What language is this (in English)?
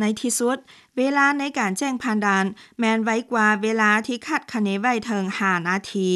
Lao